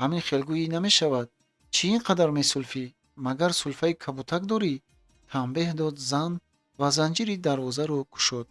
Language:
Tajik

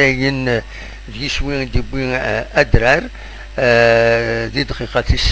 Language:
Kabyle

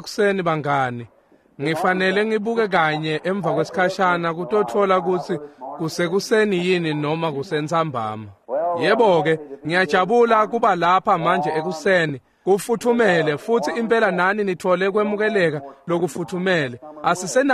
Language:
Swati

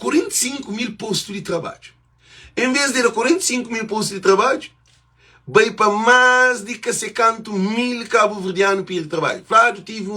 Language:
Kabuverdianu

